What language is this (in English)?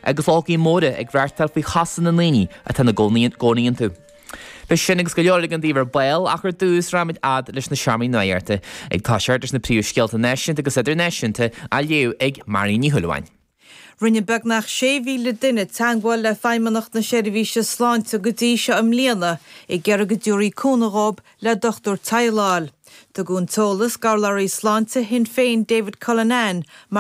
Irish